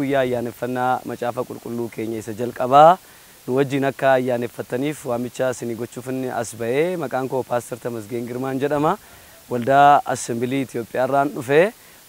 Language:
Oromo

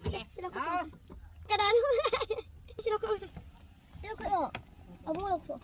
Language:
Manipuri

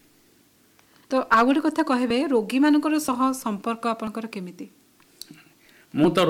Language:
Odia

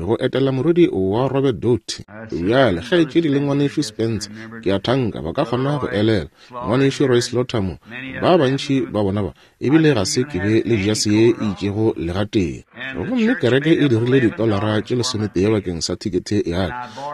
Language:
Northern Sotho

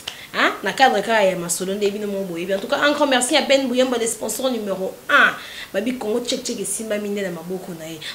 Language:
Lingala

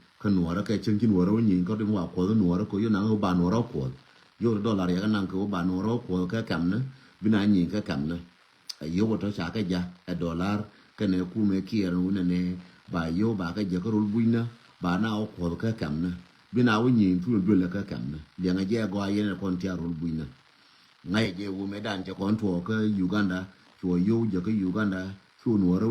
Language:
Nuer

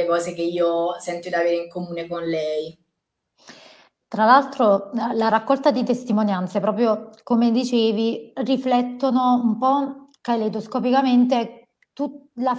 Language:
Italian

